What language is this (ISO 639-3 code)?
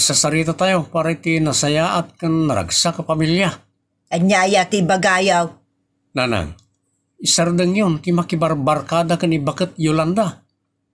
ilo